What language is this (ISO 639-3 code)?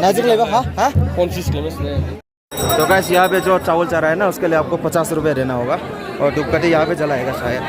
dis